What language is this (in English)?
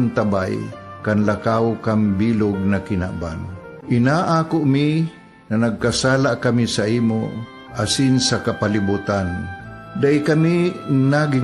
Bikol